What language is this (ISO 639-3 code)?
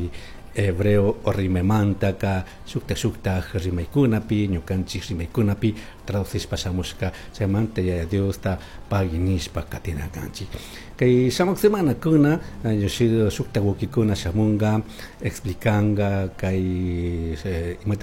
qug